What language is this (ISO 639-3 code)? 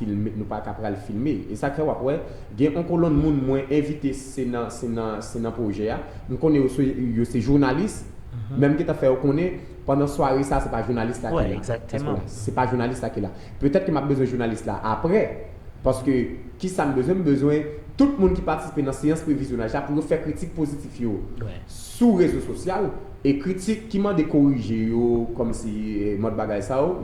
hat